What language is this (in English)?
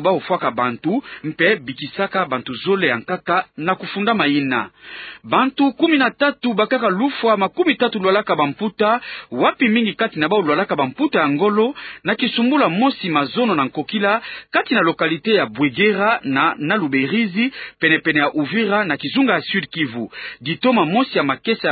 Kituba (Democratic Republic of Congo)